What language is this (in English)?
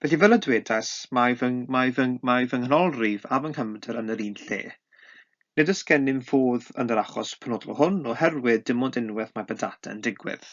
Welsh